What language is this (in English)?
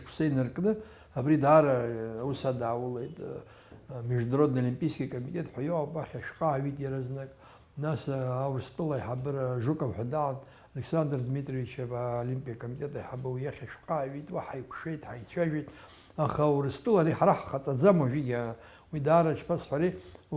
Abkhazian